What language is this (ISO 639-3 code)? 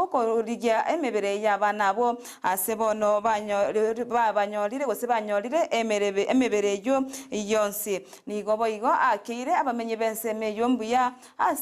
guz